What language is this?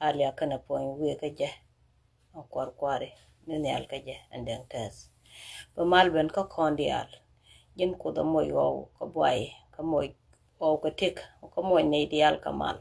Nuer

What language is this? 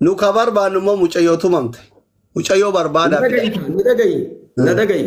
Oromo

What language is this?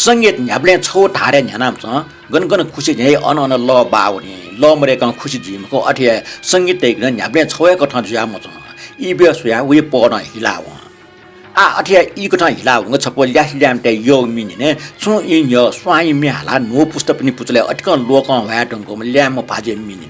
Newari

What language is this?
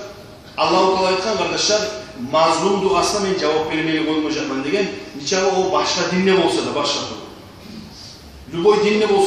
Kumyk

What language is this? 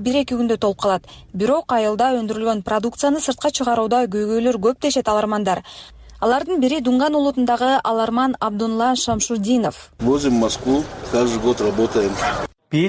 Kyrgyz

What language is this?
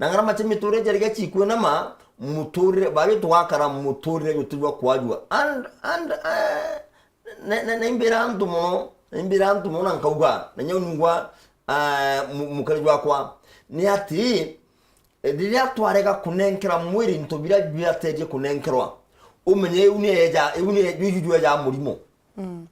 Meru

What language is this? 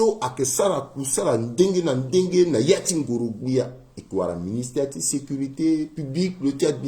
Sango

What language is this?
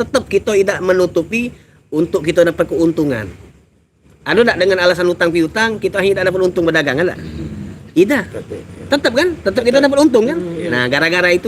Musi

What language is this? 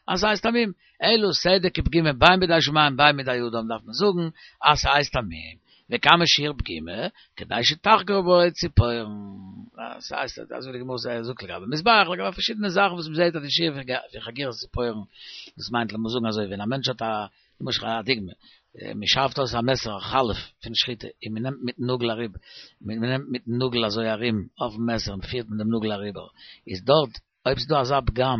Yiddish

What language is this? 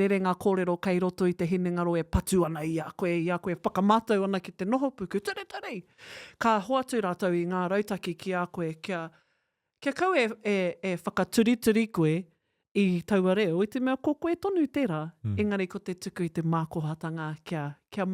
Māori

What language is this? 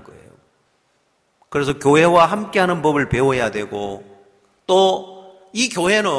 Korean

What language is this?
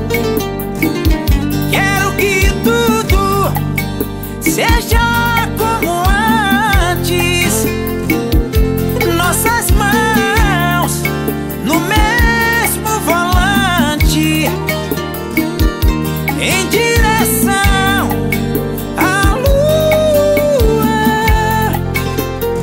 Portuguese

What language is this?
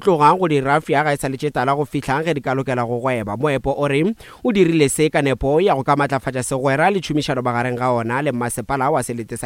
Northern Sotho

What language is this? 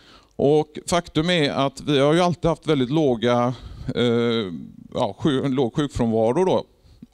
Swedish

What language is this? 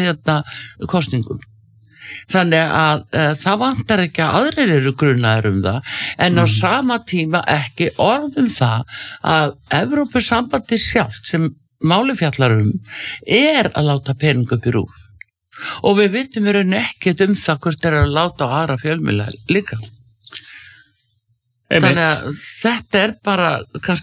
Icelandic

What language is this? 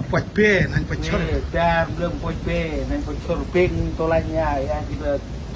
Central Mnong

